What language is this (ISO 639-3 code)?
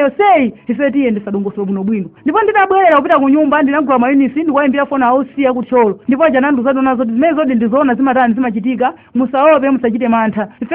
nya